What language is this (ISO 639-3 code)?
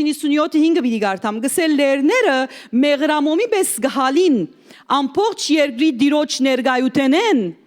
hyw